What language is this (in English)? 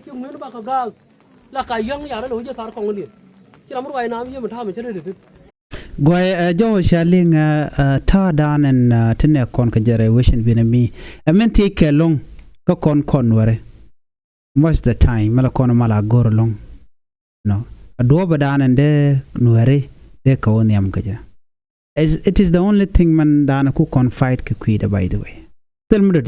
Nuer